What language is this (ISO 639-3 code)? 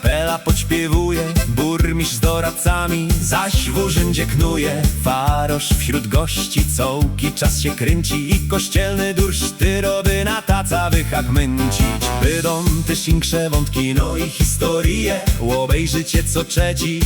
szl